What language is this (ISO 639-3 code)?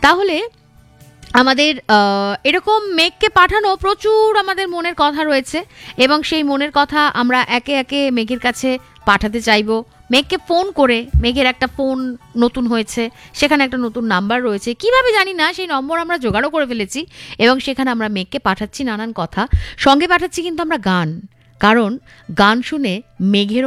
ben